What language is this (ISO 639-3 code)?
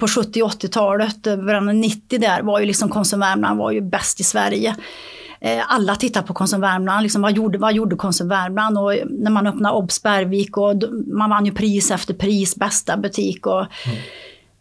swe